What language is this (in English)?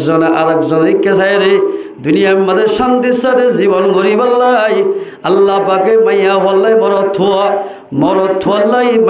Rohingya